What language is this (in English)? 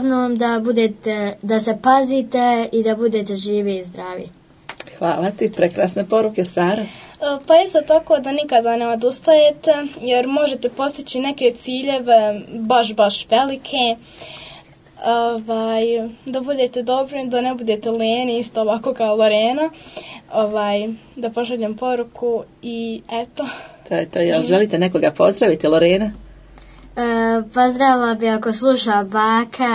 Croatian